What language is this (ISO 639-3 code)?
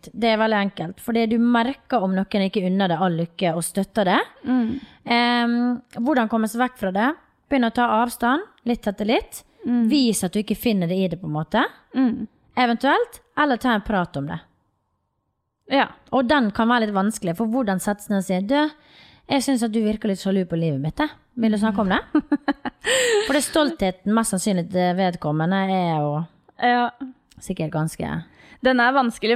nor